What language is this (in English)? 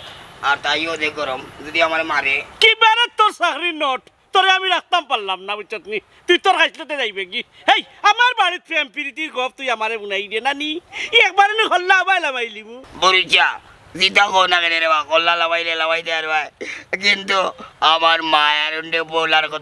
Sylheti